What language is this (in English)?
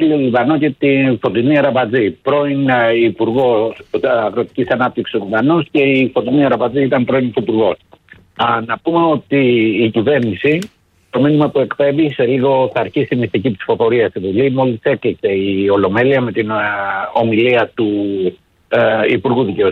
Greek